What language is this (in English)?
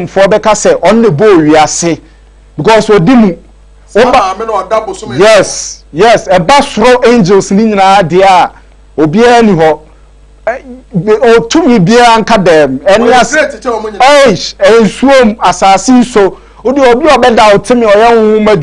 Akan